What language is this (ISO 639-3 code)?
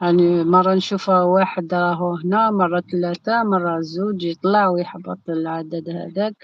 arq